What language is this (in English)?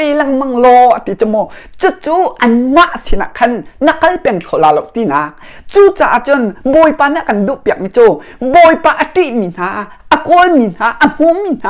Hakha Chin